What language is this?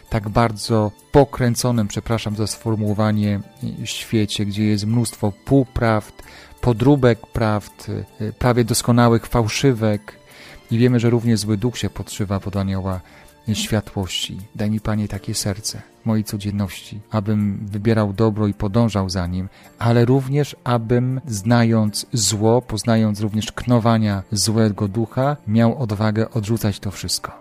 Polish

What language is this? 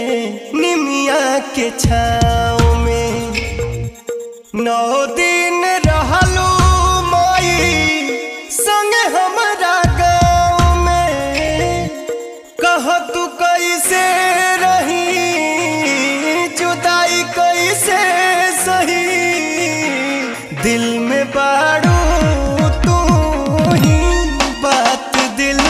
Bhojpuri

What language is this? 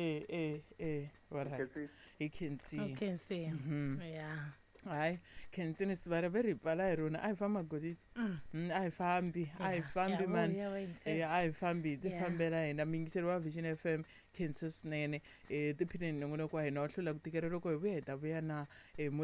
Tsonga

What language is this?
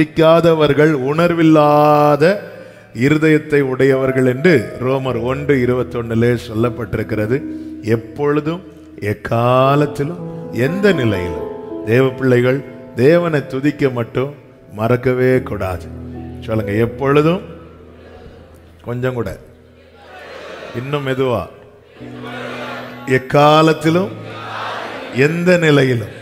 Tamil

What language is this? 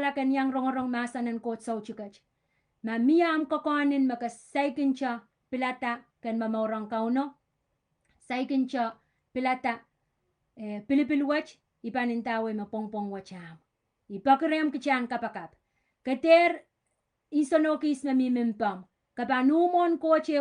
Pohnpeian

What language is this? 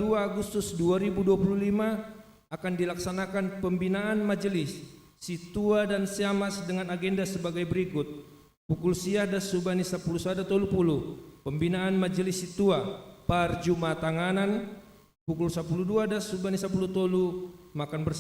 Batak Simalungun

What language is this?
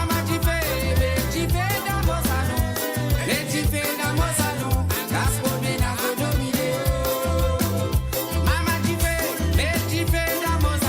Morisyen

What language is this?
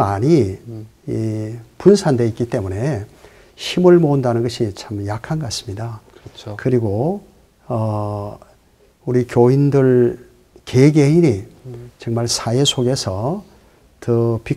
Korean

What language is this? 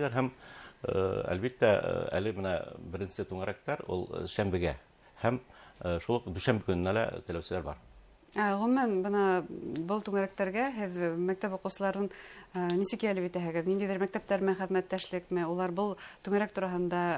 Bashkir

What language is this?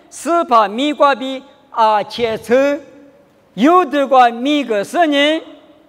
Lisu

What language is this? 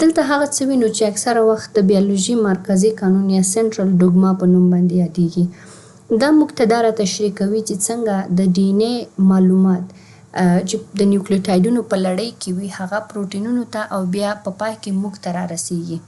Pashto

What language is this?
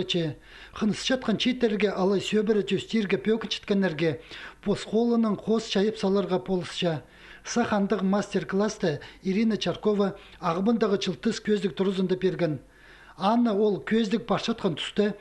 Khakas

